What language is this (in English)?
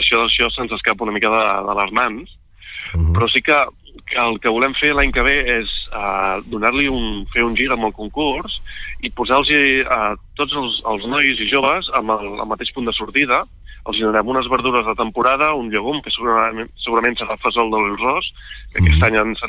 Catalan